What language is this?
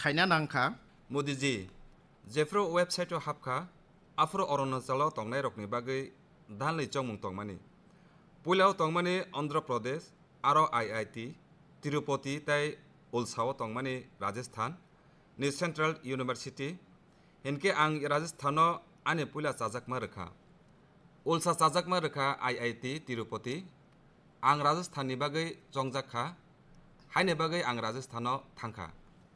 Kok Borok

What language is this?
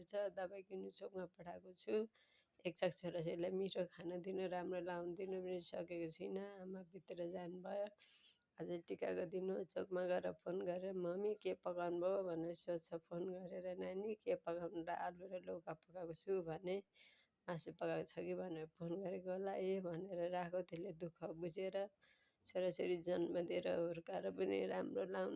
Nepali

